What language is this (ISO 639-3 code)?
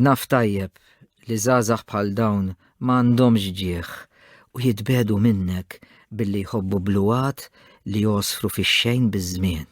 mlt